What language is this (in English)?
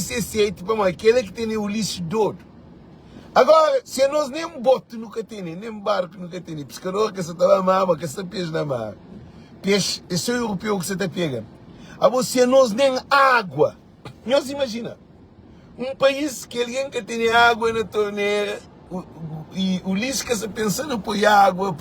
Kabuverdianu